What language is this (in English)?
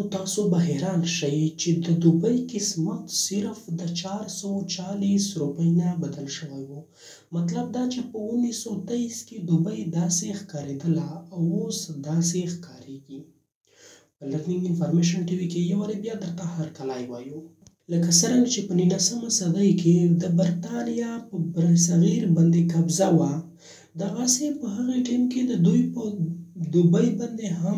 Pashto